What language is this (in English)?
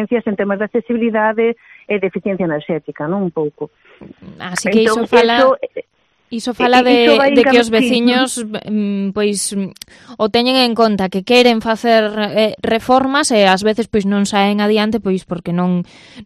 Galician